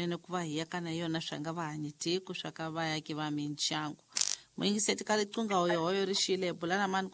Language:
Tsonga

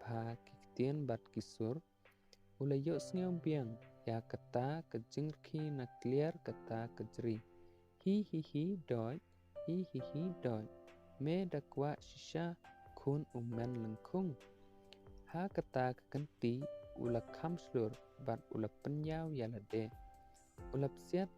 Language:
Khasi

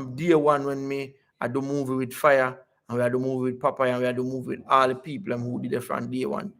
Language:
Jamaican Creole English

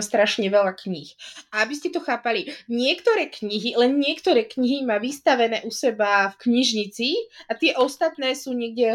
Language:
Slovak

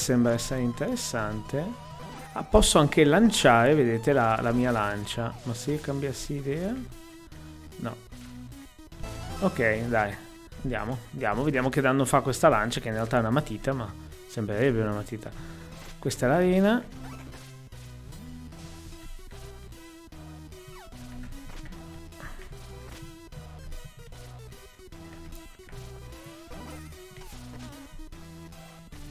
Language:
Italian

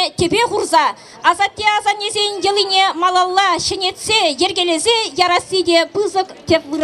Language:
Chuvash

